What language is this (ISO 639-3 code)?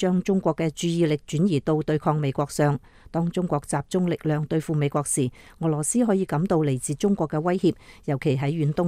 yue